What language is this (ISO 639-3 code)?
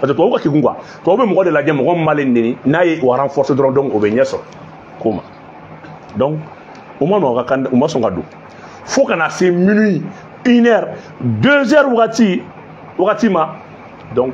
bam